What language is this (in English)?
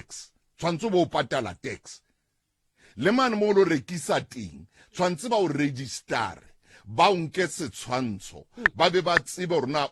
Southern Sotho